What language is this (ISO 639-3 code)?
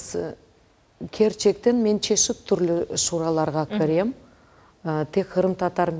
crh